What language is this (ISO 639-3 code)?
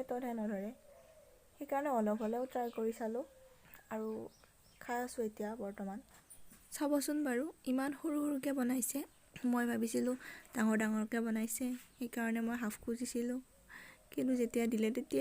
asm